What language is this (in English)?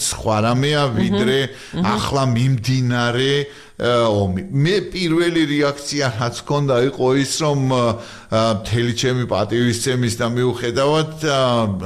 Georgian